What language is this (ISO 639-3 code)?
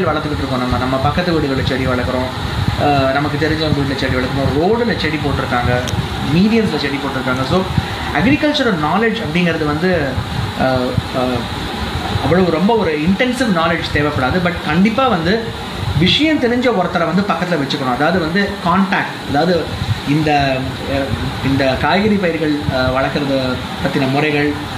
tam